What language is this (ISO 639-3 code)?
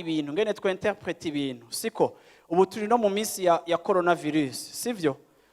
run